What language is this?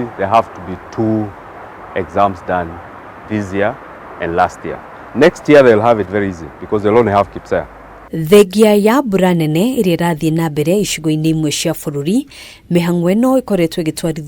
Kikuyu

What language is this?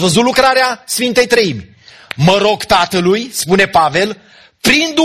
Romanian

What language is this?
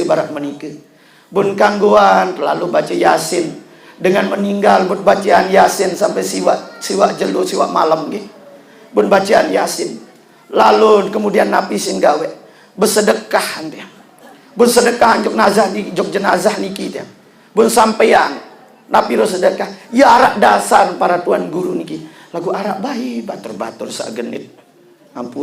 Sasak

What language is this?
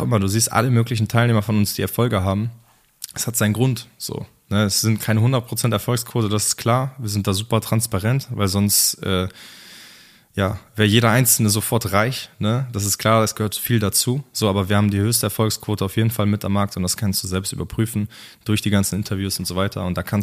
German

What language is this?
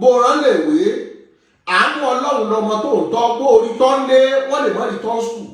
Yoruba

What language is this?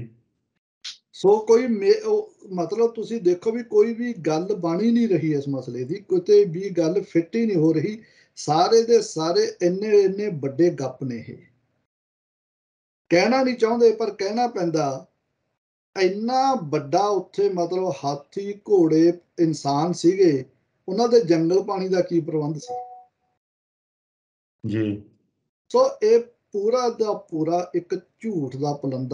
Punjabi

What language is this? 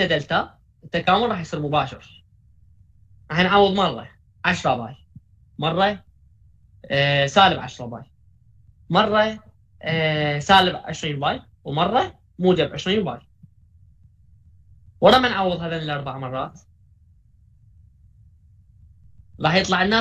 Mesopotamian Arabic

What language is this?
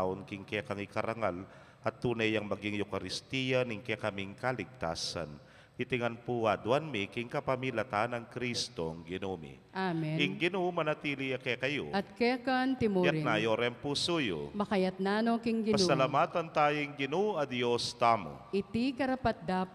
Pampanga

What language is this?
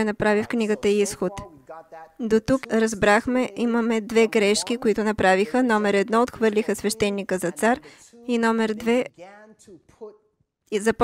Bulgarian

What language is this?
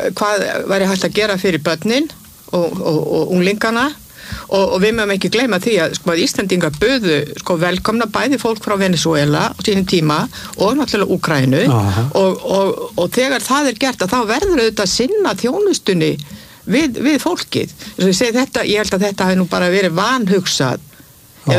Icelandic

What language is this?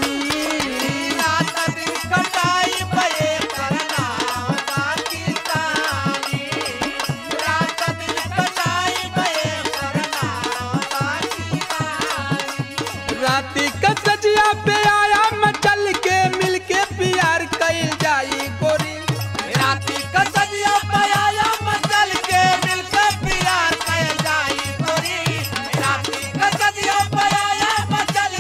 Bhojpuri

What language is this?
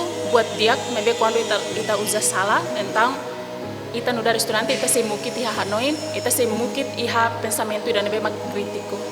Tetum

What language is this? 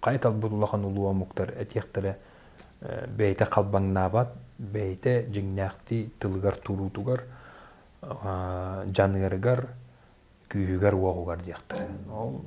Yakut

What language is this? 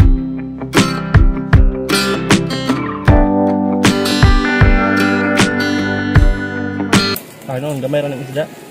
Filipino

